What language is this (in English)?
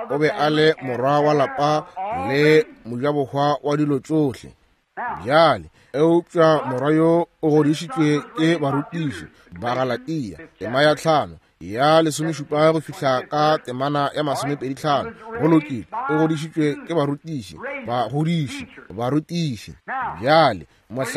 Northern Sotho